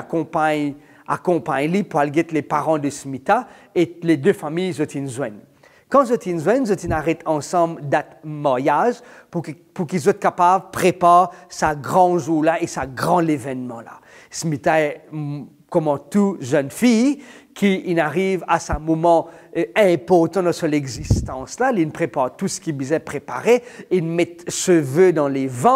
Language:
Morisyen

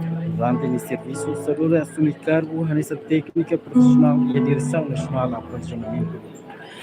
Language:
Tetum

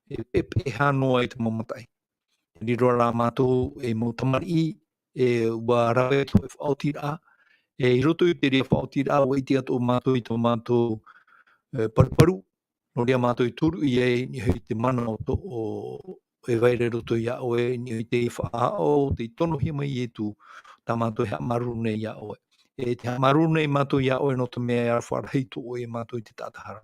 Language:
Tahitian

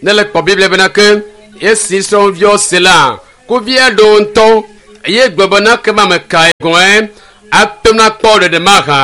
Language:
Ewe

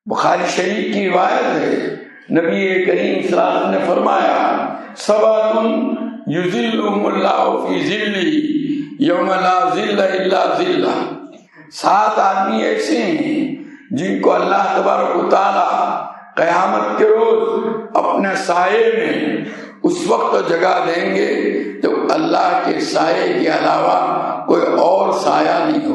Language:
Urdu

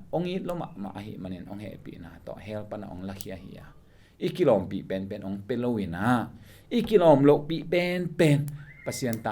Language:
Tedim Chin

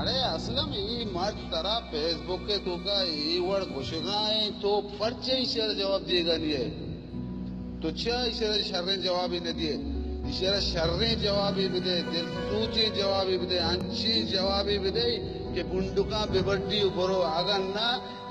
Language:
Baluchi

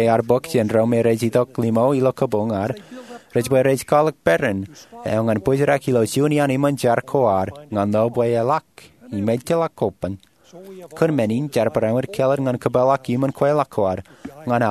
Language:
Marshallese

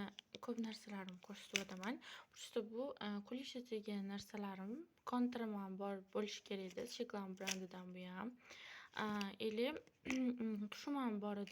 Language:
Uzbek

